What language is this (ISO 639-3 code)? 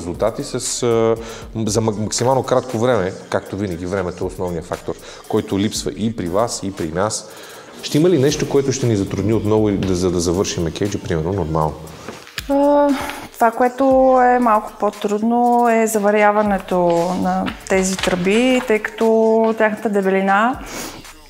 bul